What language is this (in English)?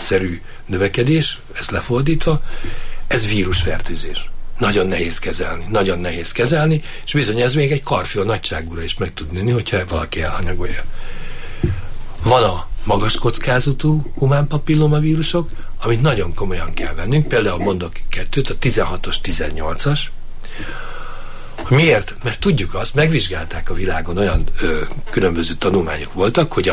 Hungarian